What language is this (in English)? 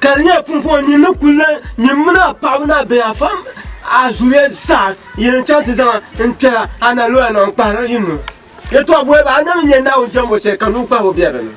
Dagbani